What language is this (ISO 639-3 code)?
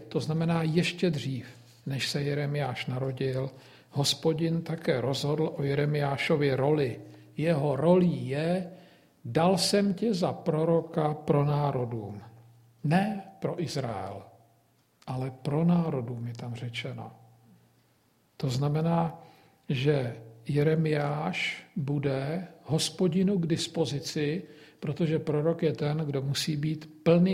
ces